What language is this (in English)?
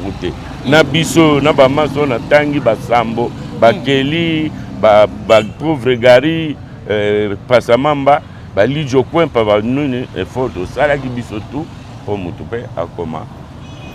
Lingala